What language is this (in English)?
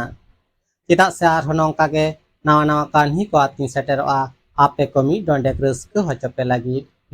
Santali